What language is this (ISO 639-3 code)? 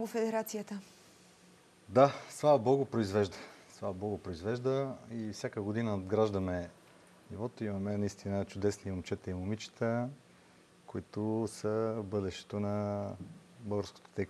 bul